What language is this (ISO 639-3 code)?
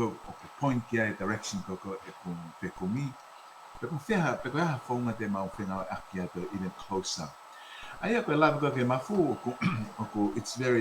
ton